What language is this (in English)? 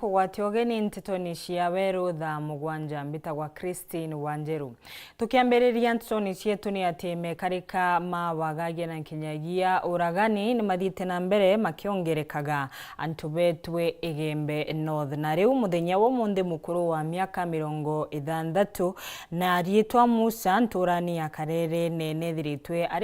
Meru